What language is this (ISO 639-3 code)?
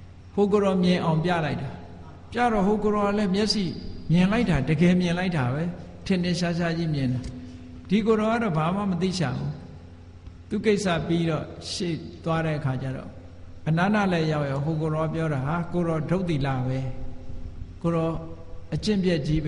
mya